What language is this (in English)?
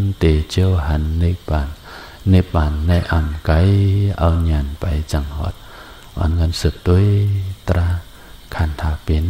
Shan